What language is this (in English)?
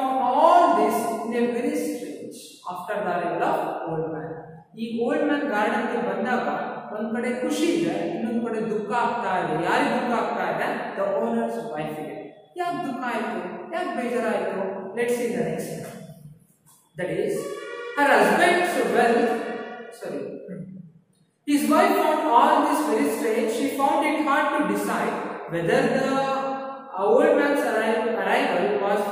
Kannada